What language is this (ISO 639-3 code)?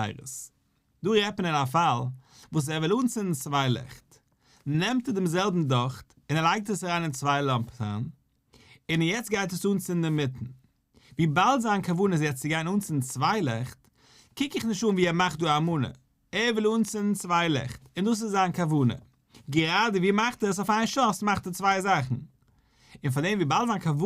yid